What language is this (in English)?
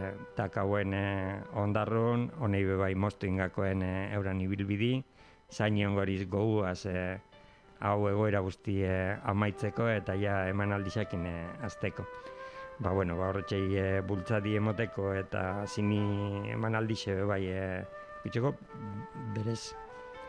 Basque